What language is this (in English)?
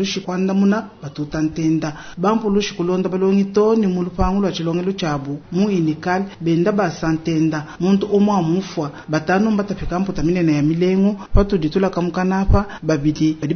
Luba-Lulua